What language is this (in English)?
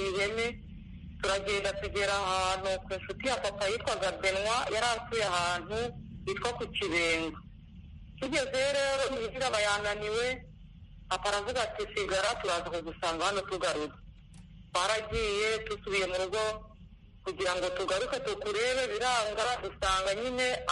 Kinyarwanda